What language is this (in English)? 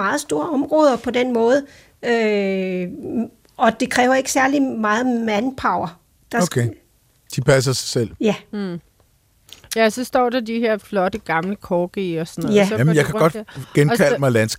Danish